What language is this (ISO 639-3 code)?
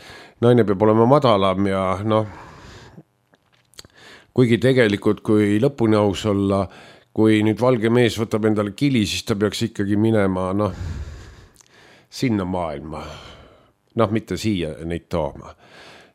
est